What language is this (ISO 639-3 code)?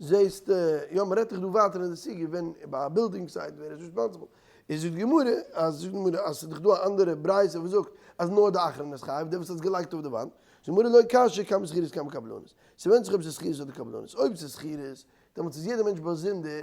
yid